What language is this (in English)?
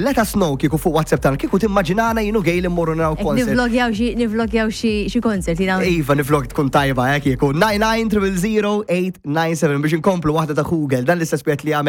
Maltese